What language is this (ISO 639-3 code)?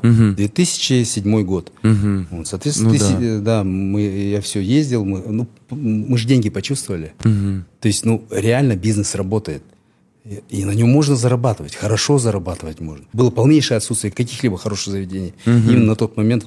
rus